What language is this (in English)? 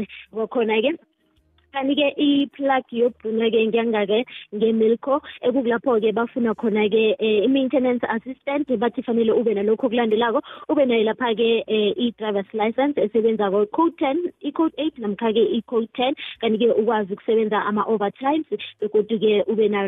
South Ndebele